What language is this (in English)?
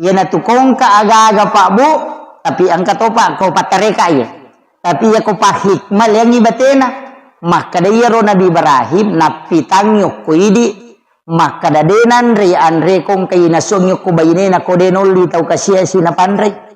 Buginese